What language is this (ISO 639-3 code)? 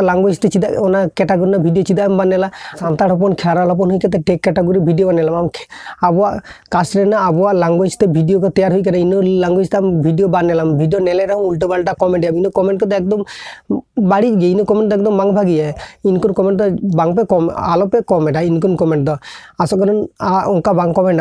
sat